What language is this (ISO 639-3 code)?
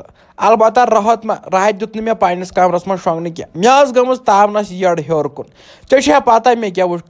kas